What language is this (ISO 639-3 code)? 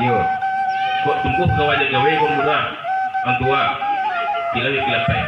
min